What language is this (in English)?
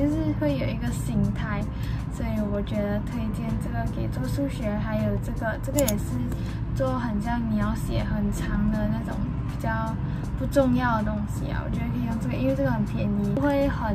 Chinese